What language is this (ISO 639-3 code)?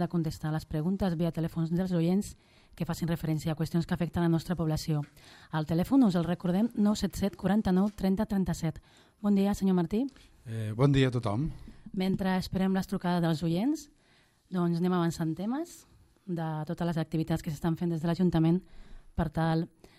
cat